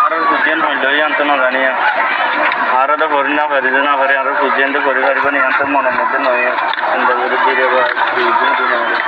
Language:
Rohingya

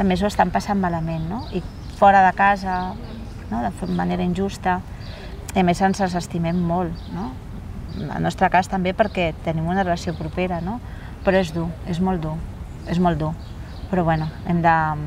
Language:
Catalan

